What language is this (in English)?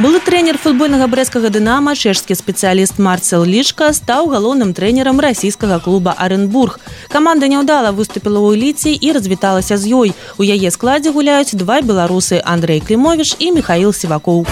Belarusian